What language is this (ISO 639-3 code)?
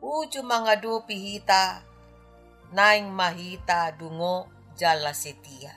bbc